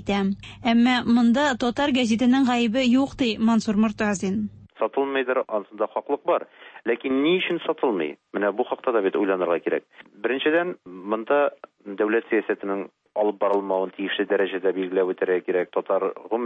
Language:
Tatar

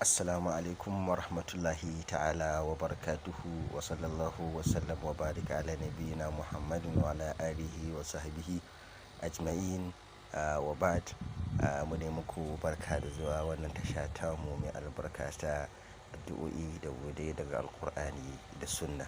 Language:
Hausa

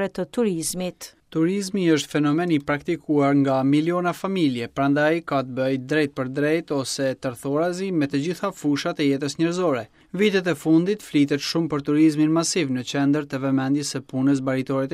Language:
Albanian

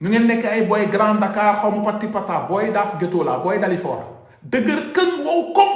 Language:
Wolof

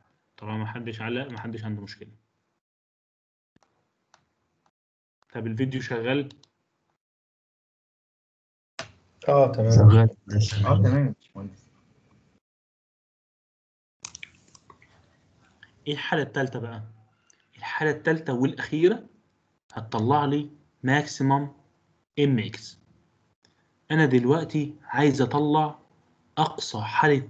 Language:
Egyptian Arabic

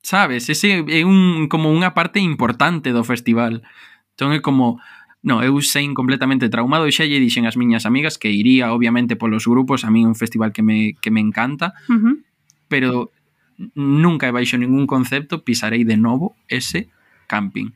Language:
Galician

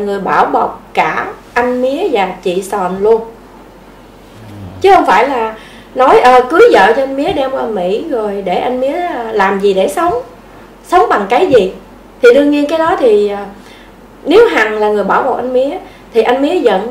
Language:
Vietnamese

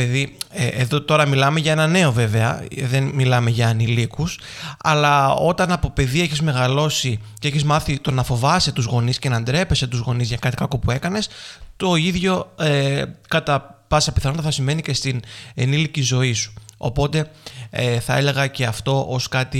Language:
Greek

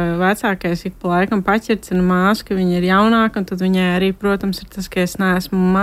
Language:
Latvian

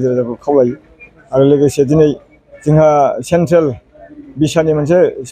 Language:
Bodo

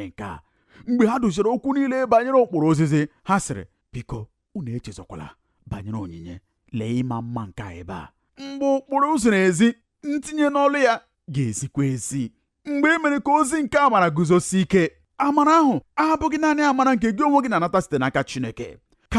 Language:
Igbo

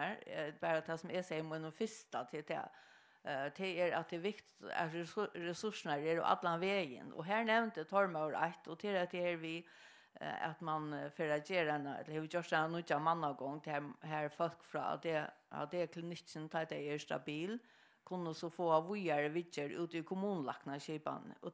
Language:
Faroese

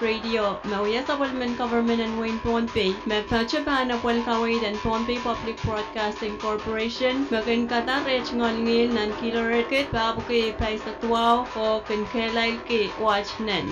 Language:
Pohnpeian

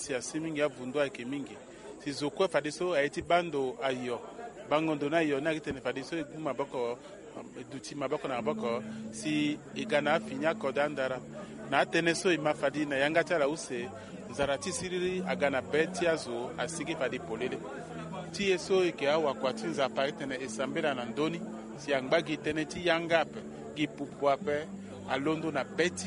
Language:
Sango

